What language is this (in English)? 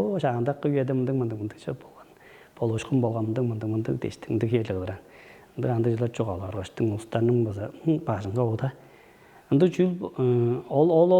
Tuvinian